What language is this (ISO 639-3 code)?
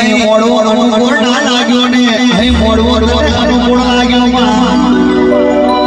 guj